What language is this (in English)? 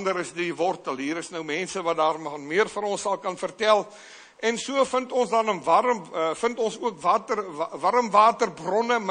Afrikaans